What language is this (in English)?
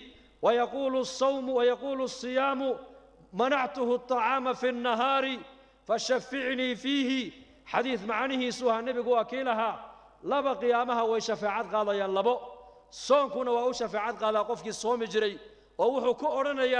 Somali